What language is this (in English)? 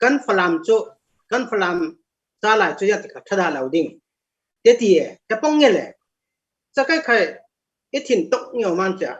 Falam Chin